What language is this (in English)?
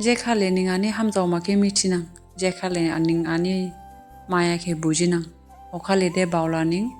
Dimasa